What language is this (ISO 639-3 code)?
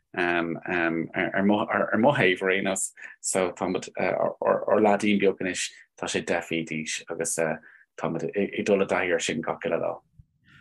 gle